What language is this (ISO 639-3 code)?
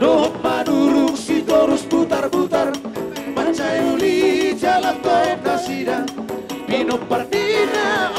bbc